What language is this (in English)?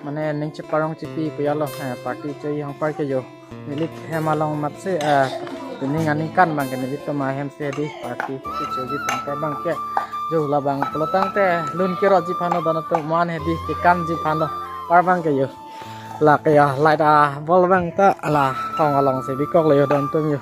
Karbi